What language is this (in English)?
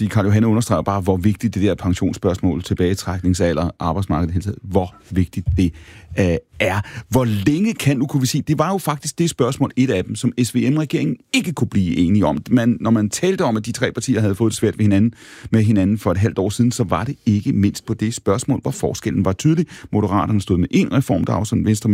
Danish